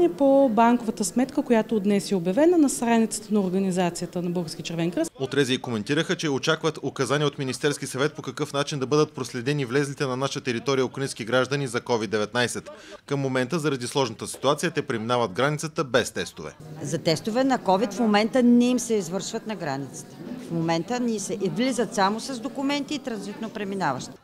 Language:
Bulgarian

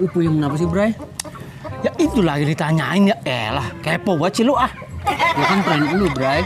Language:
Betawi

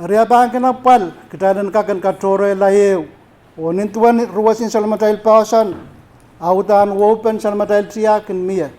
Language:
Pohnpeian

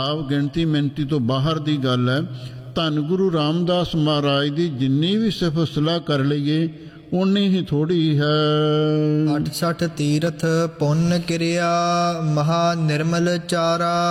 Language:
Punjabi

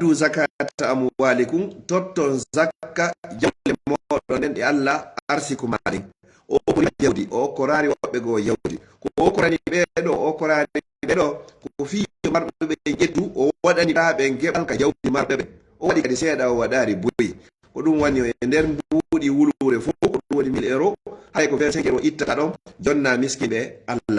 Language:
Pular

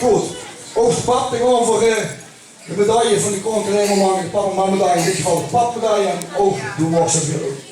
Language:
Limburgish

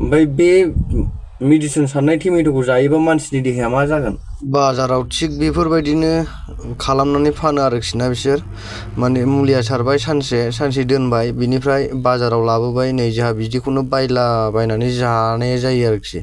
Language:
Bodo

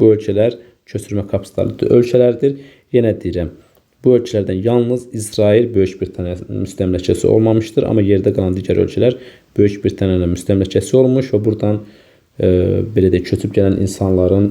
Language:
Azerbaijani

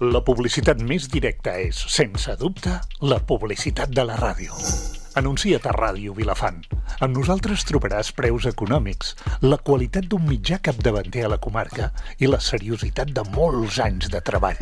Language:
Catalan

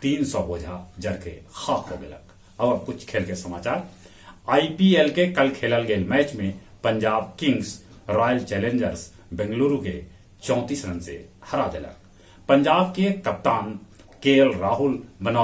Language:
Magahi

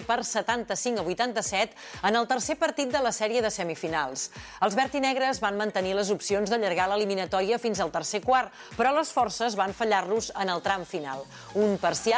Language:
Catalan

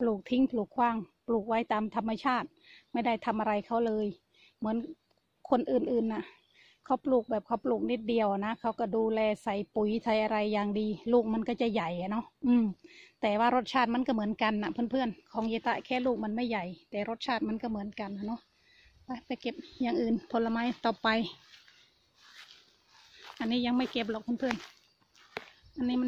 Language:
Thai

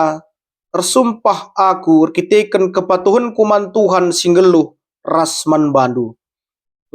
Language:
Batak Karo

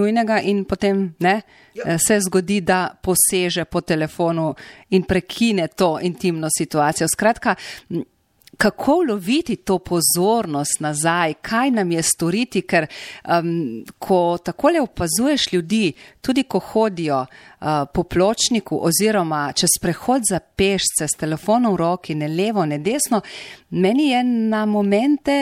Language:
Slovenian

